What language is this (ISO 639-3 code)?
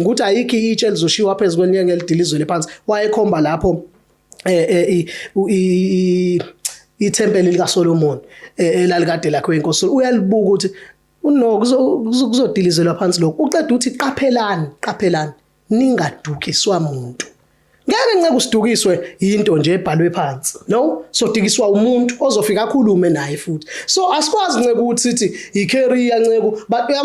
zul